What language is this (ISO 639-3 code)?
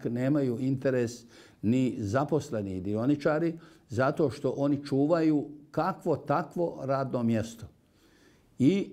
bos